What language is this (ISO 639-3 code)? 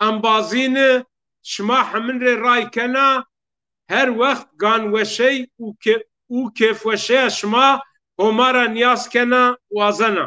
zza